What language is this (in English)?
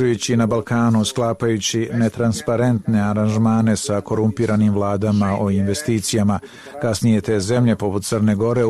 Serbian